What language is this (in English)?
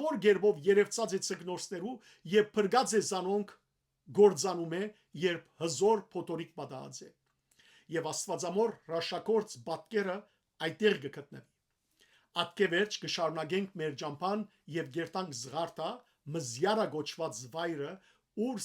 Western Armenian